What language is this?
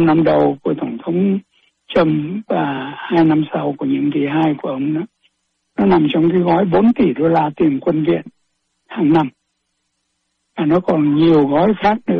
Vietnamese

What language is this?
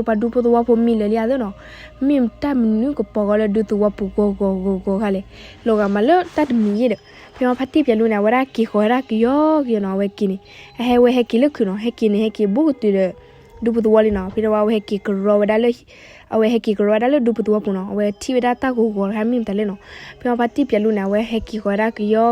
S'gaw Karen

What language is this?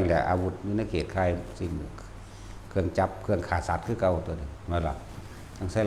Northeastern Thai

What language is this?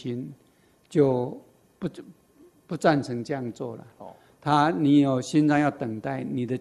Chinese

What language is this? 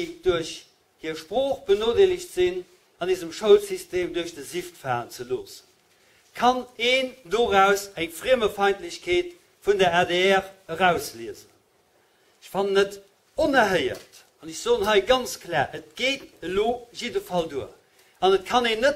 Luxembourgish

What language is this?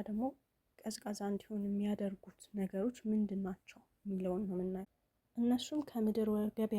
Amharic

